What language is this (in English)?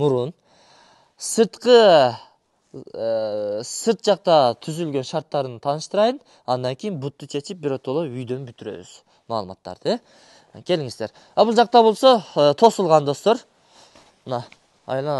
Kyrgyz